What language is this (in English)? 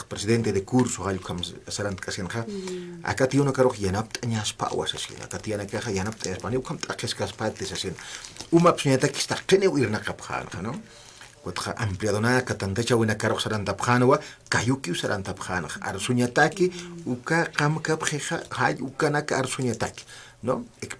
Aymara